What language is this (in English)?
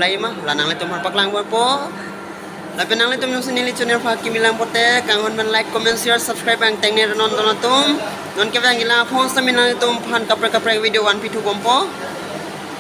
Karbi